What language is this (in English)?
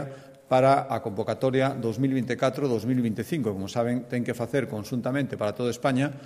Galician